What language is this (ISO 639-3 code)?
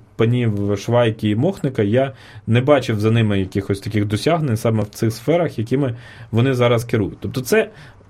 ukr